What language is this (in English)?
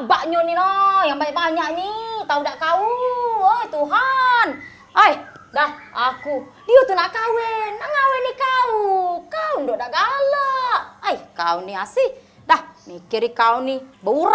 Musi